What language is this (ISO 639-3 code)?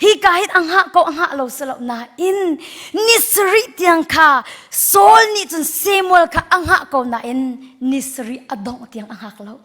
cnh